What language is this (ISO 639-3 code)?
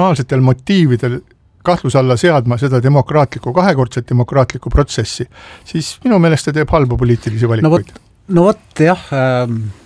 est